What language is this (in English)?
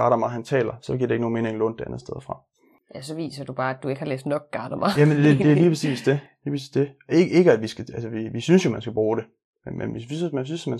Danish